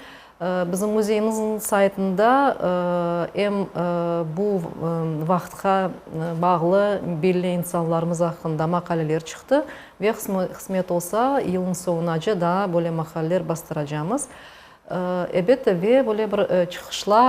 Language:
Crimean Tatar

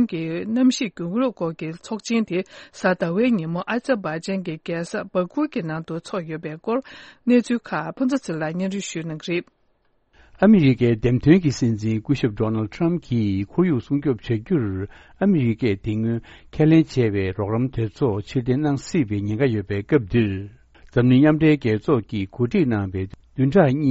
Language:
Tibetan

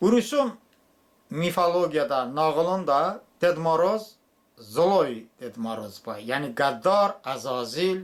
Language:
Talysh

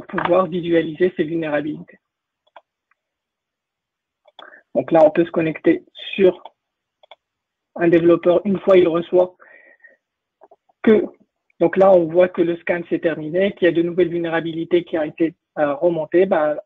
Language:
French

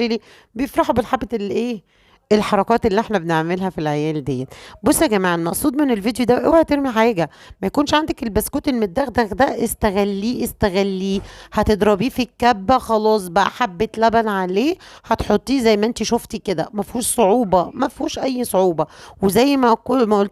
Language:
Egyptian Arabic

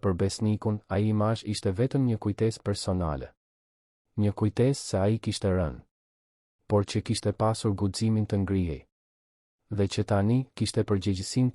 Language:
Albanian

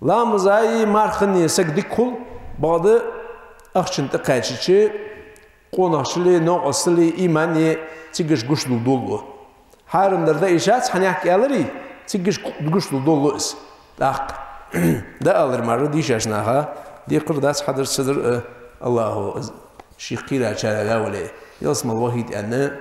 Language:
Ingush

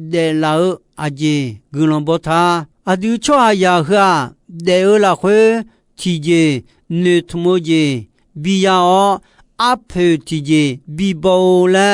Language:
Akha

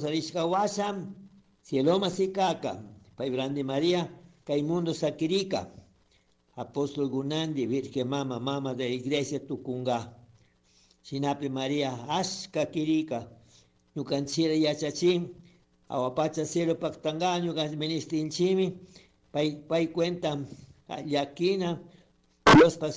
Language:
Chimborazo Highland Quichua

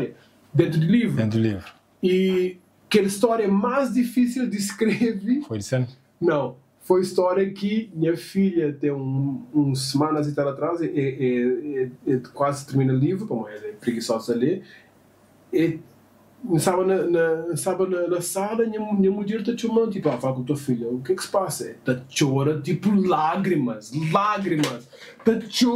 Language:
Kabuverdianu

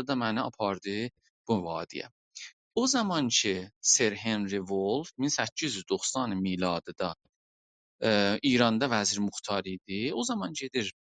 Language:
South Azerbaijani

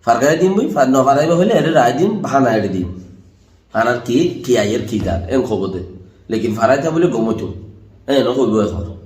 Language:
Rohingya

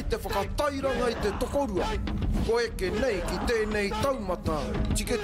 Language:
Māori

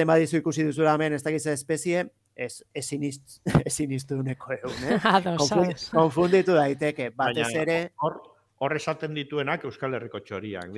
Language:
Basque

